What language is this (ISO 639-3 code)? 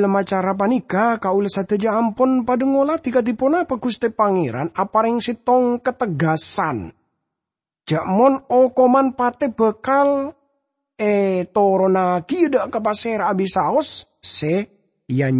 mad